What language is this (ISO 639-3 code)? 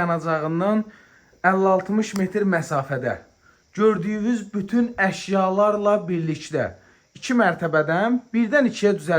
aze